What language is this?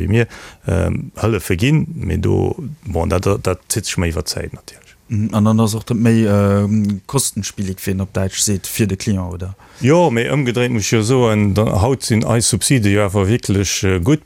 Luxembourgish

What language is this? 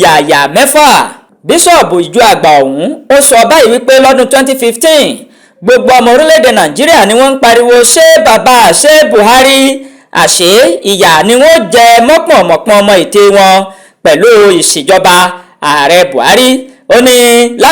Yoruba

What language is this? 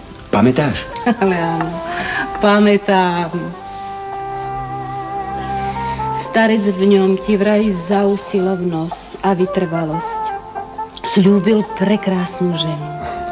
Slovak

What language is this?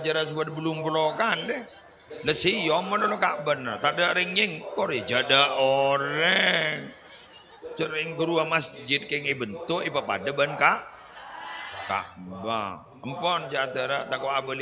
Madurese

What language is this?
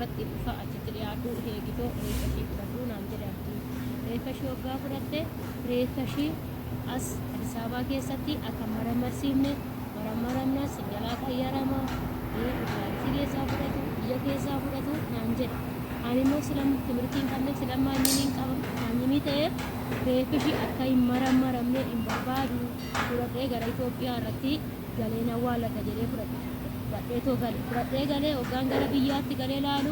Oromo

